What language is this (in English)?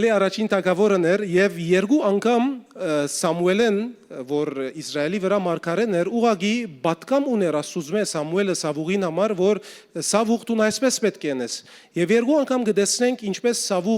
Western Armenian